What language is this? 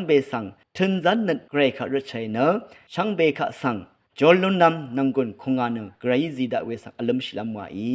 Rawang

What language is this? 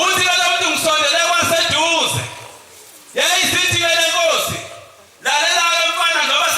Zulu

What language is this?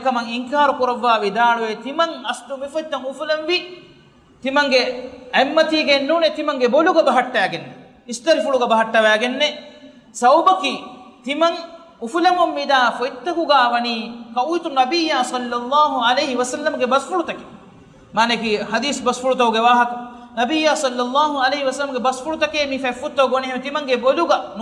Divehi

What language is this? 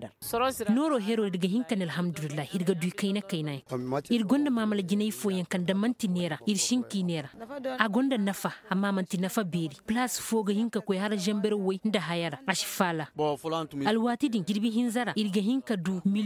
Koyraboro Senni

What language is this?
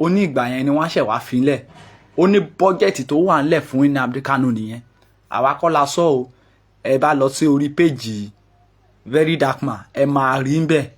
Yoruba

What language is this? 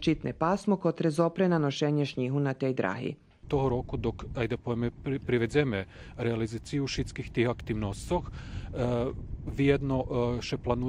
Rusyn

